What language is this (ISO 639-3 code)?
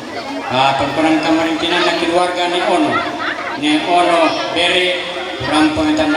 sda